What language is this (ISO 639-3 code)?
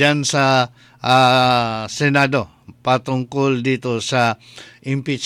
fil